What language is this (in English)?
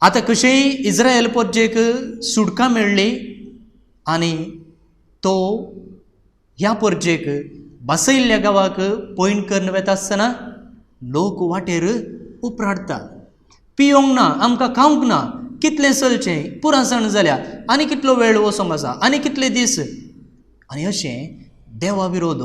Konkani